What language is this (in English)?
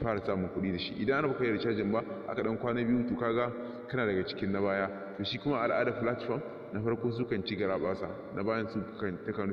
Hausa